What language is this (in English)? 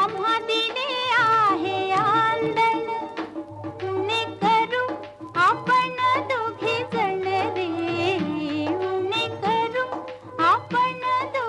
Marathi